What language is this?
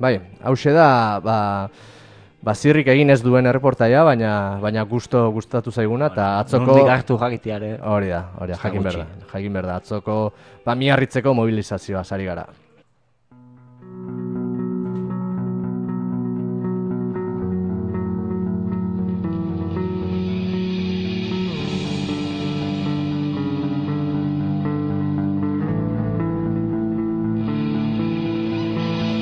Basque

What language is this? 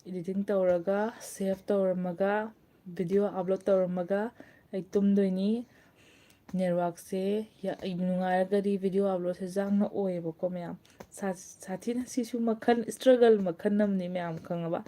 Manipuri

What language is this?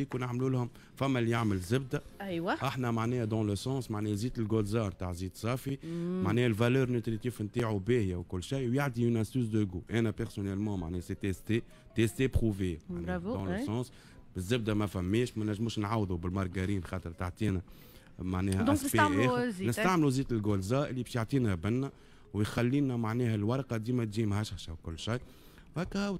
Tunisian Arabic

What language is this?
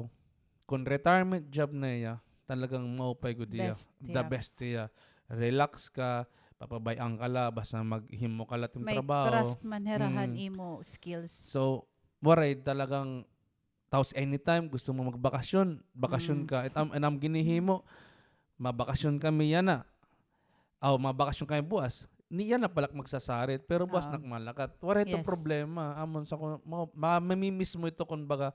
Waray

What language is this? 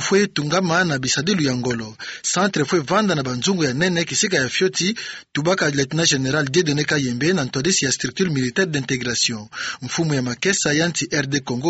Kituba (Democratic Republic of Congo)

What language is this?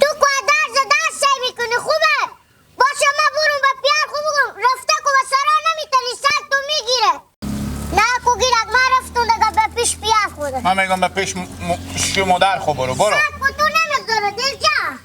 Hazaragi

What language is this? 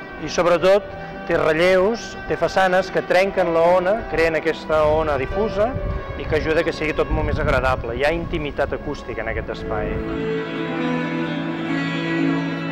Catalan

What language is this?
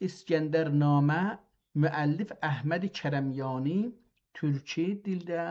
South Azerbaijani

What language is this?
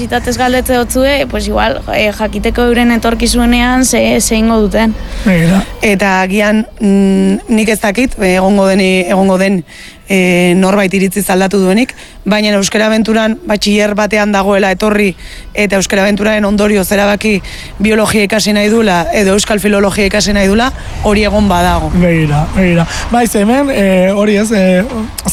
Basque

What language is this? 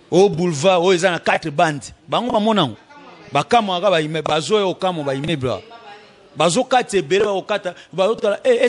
Lingala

